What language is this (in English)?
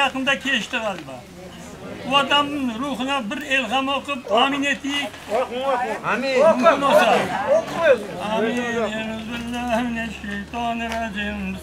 Crimean Tatar